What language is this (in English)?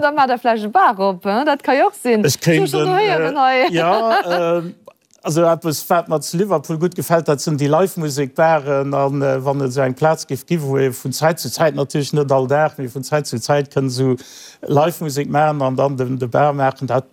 Luxembourgish